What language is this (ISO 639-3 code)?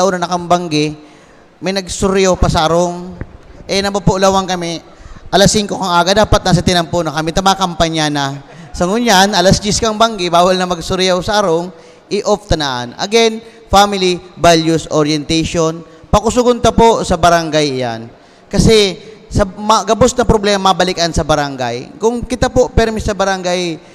bik